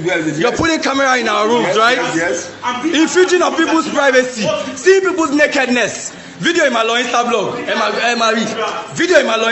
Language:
Nigerian Pidgin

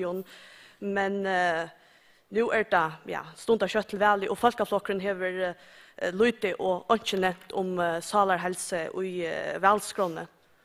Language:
Faroese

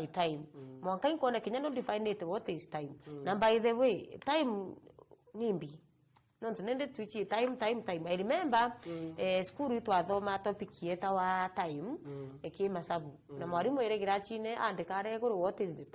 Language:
Meru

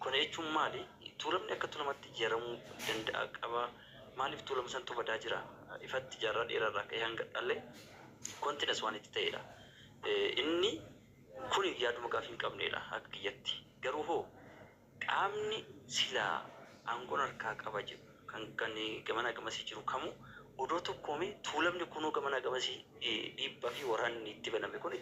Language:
Oromo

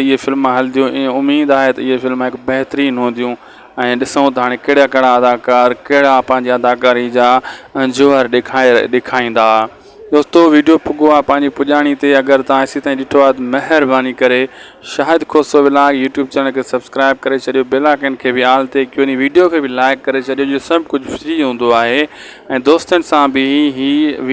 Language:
Sindhi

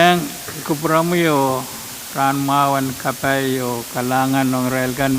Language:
Pohnpeian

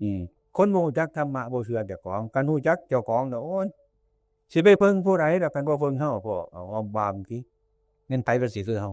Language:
Northeastern Thai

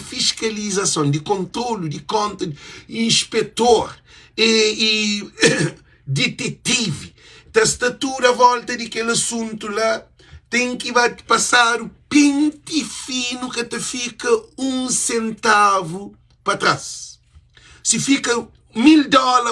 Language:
Kabuverdianu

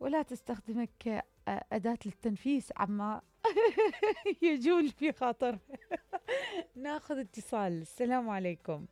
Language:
Mesopotamian Arabic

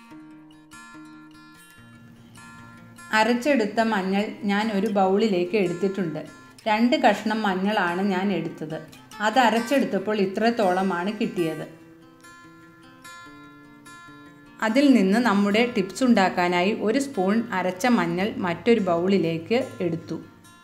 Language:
Malayalam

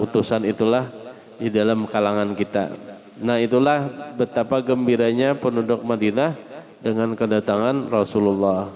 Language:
Banjar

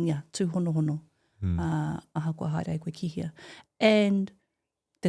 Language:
Māori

